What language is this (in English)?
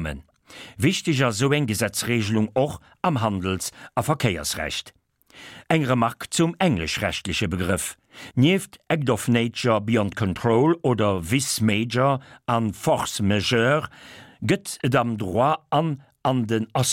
Luxembourgish